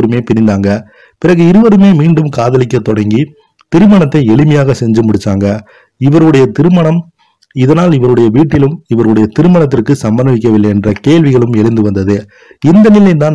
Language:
Tamil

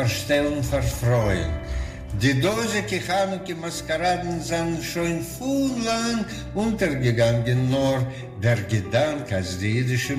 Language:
Yiddish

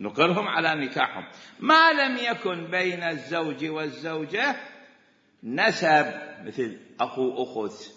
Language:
Mesopotamian Arabic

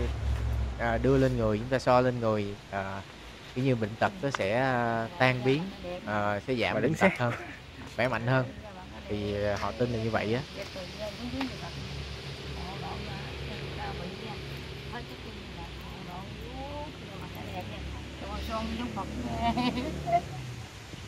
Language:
Vietnamese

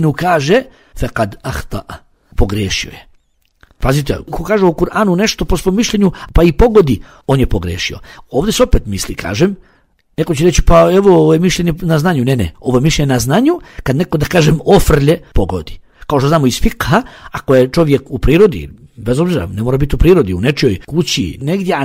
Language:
Bosnian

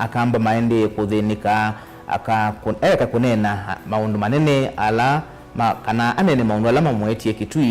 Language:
Kamba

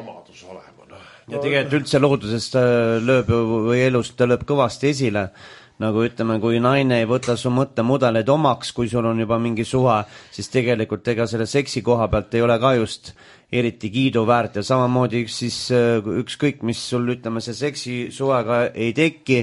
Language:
Estonian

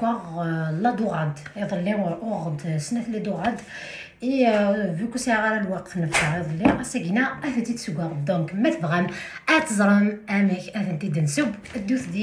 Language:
Kabyle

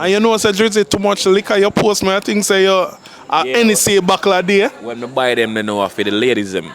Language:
Jamaican Creole English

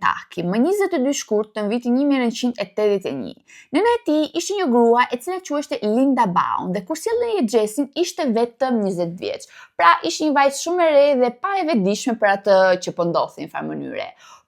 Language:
Albanian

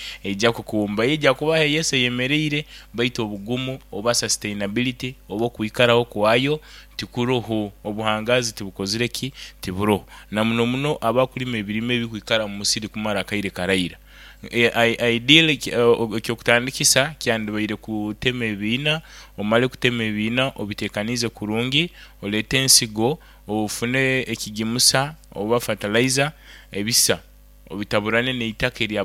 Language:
Nyoro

